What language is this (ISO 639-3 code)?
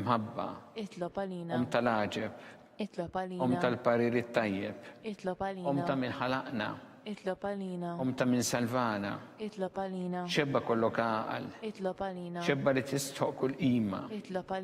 mlt